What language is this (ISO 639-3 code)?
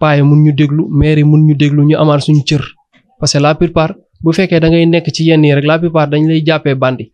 wol